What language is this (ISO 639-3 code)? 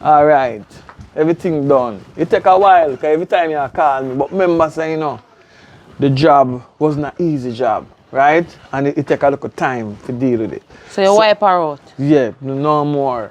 jam